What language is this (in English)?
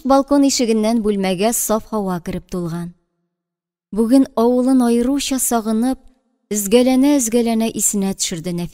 Tatar